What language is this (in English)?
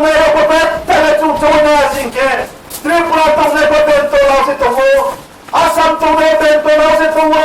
Riang (India)